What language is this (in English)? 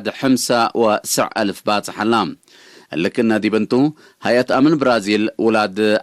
Tigre